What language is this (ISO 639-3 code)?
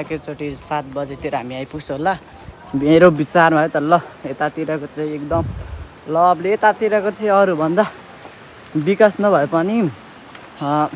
nep